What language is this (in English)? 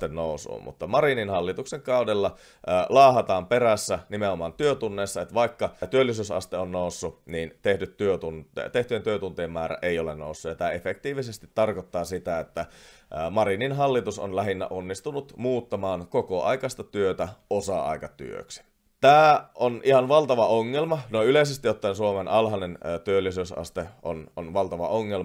Finnish